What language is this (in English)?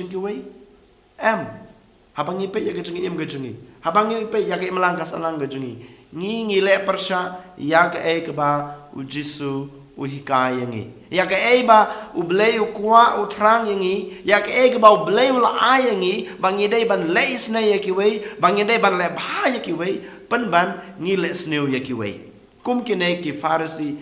Khasi